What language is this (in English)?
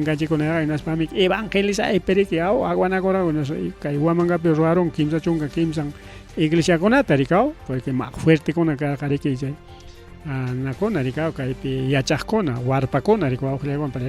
Ayacucho Quechua